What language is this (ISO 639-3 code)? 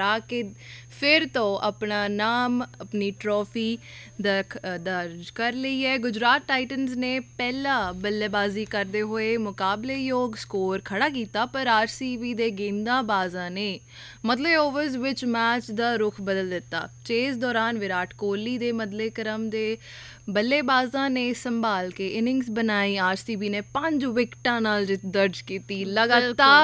pan